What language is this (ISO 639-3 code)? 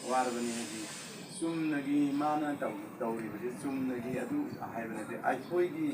mni